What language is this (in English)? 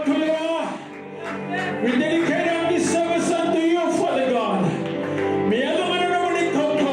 Fijian